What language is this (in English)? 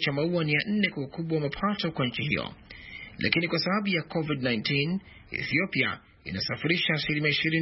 Swahili